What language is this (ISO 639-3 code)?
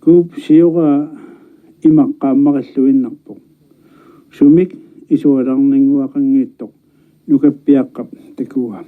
kal